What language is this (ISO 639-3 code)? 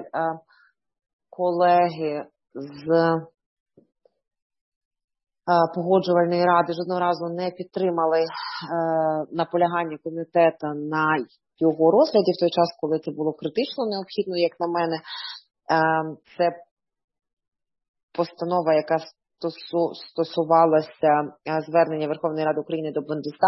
ukr